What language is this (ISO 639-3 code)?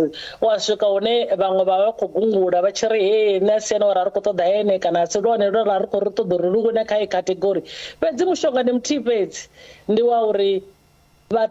ven